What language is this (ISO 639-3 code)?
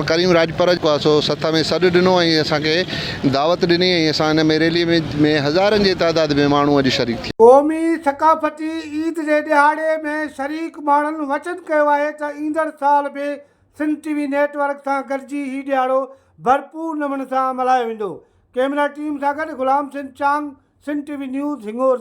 snd